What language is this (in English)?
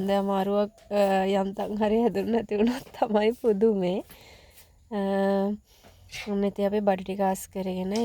Sinhala